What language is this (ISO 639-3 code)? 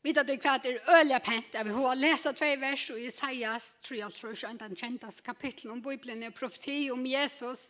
fao